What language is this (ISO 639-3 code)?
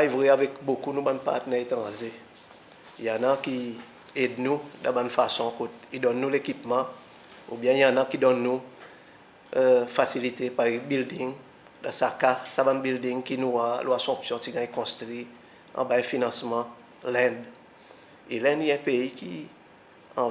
crs